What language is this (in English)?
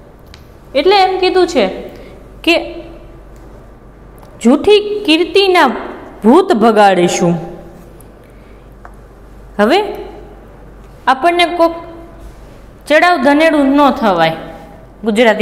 Gujarati